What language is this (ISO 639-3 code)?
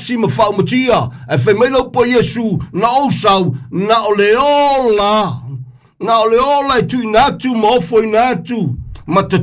smo